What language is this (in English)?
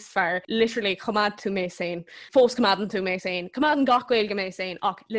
Irish